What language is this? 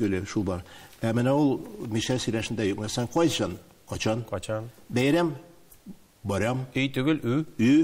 Tatar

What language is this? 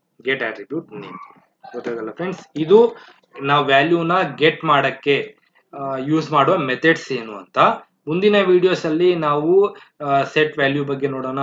Kannada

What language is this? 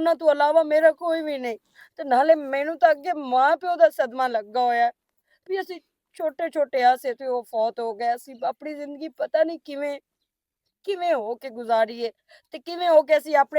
Western Panjabi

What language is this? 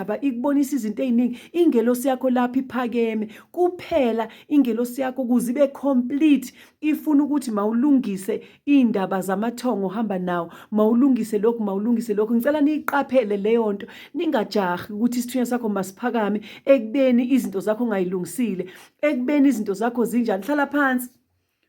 Zulu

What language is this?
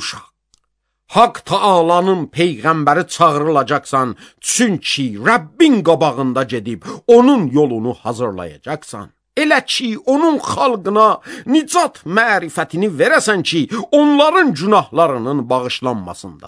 Azerbaijani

